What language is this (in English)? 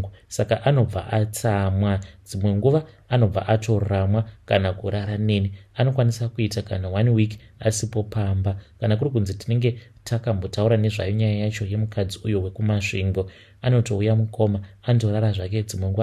Shona